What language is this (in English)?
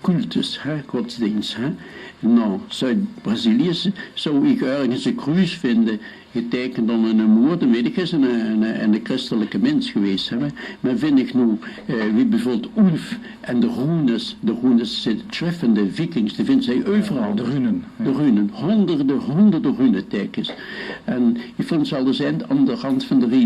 Limburgish